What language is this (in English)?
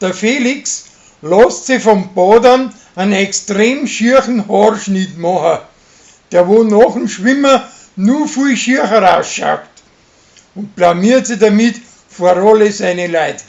Bavarian